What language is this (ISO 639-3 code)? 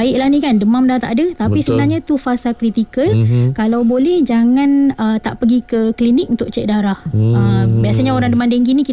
msa